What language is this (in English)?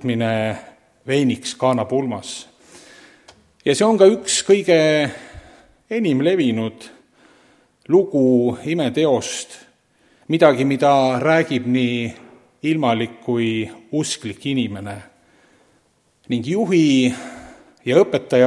Estonian